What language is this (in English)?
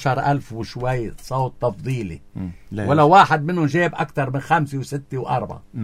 North Levantine Arabic